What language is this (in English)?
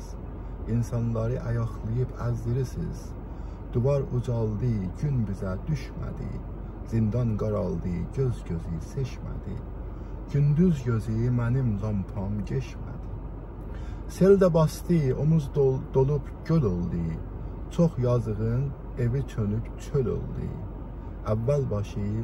South Azerbaijani